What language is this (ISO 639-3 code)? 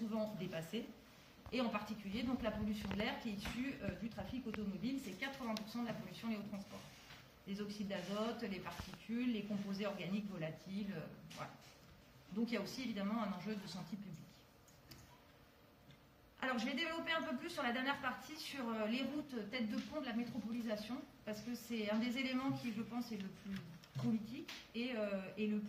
fra